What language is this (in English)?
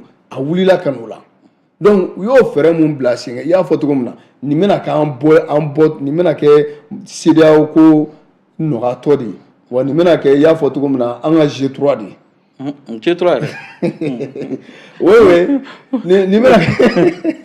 Bambara